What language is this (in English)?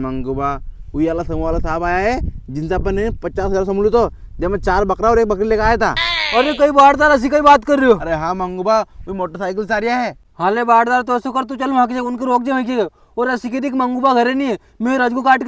Rajasthani